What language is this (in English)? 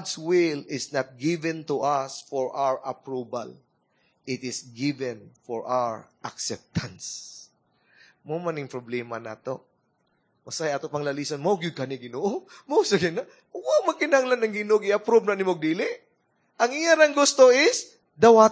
Cebuano